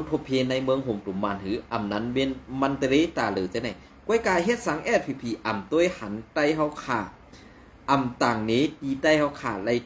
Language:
Shan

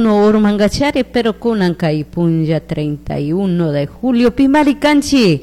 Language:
Chimborazo Highland Quichua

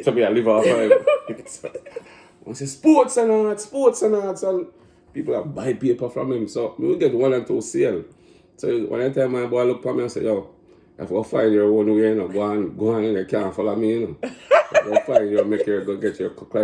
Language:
Jamaican Creole English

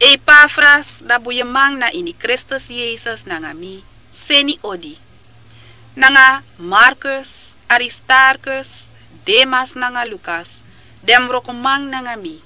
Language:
Sranan Tongo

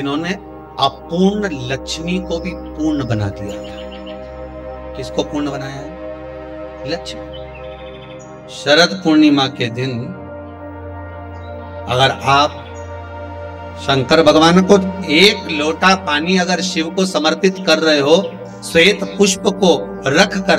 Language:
Hindi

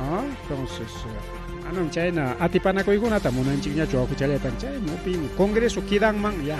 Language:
Ayacucho Quechua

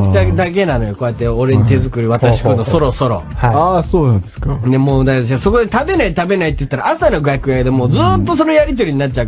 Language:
Japanese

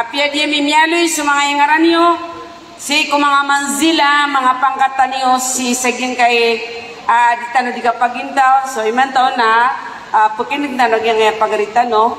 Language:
Maranao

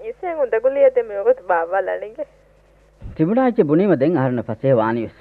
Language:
Divehi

